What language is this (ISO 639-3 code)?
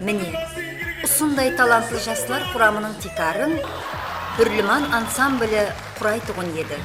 kaa